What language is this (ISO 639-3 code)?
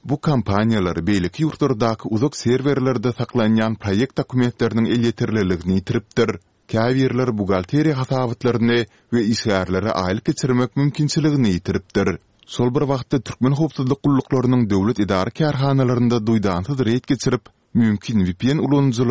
tuk